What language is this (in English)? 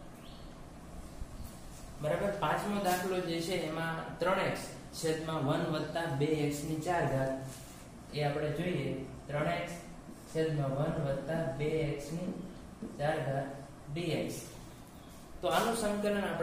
Gujarati